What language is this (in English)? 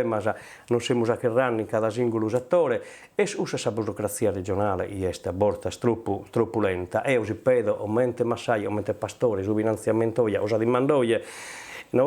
Sardinian